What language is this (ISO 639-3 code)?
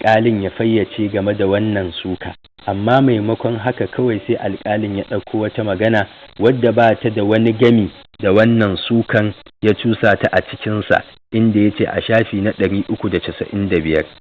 hau